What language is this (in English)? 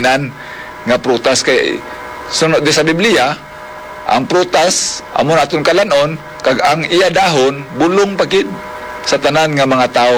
Hiligaynon